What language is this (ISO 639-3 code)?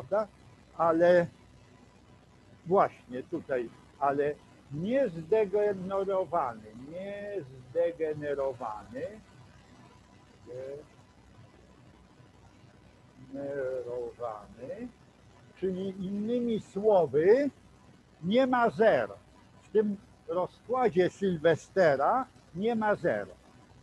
pol